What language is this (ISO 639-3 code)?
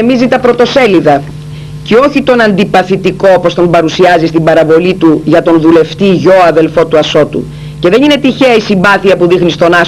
ell